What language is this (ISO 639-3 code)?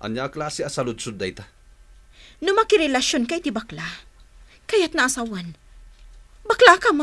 ilo